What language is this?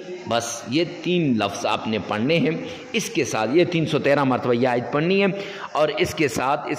Urdu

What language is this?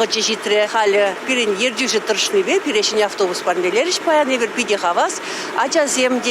Chuvash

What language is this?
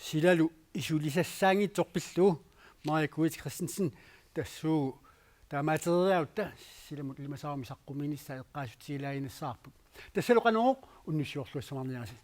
Kalaallisut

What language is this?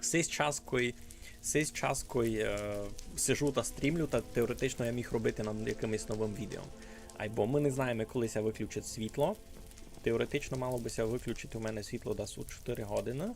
Rusyn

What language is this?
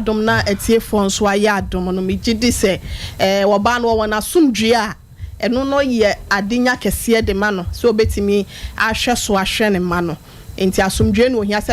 Akan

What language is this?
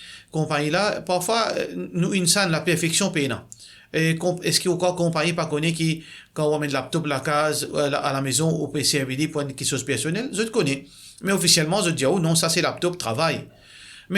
Morisyen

